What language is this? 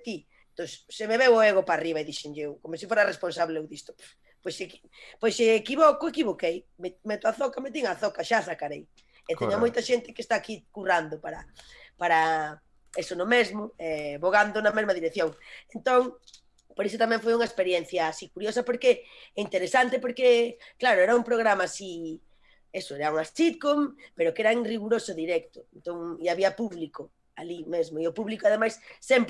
Galician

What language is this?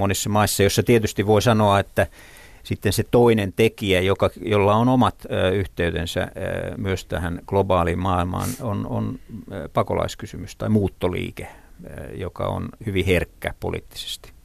Finnish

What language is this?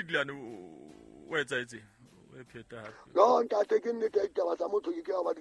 Southern Sotho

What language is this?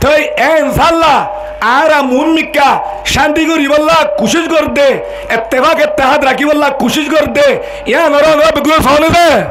Rohingya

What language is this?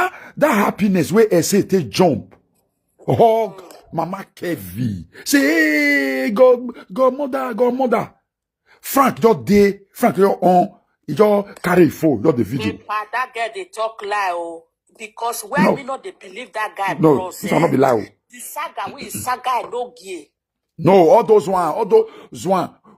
Nigerian Pidgin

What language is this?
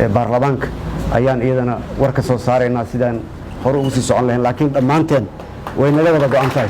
Somali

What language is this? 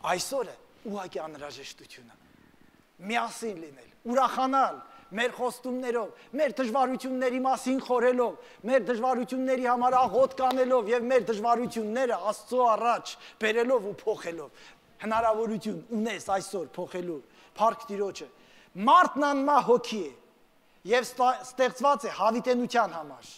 Armenian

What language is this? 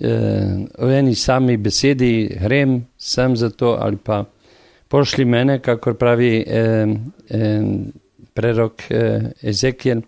Slovenian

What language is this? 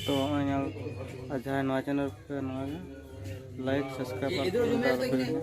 Santali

